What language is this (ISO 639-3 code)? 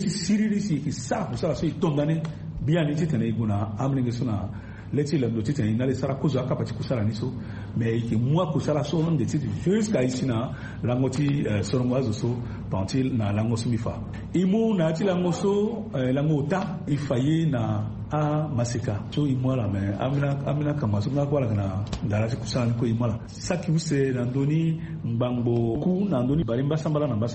sag